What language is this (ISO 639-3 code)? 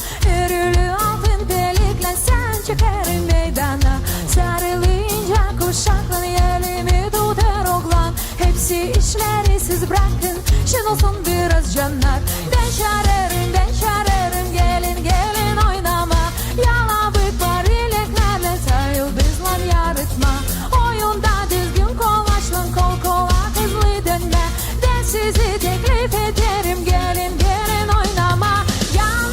gag